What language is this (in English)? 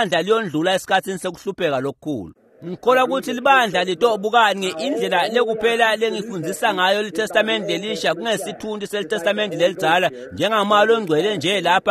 Swati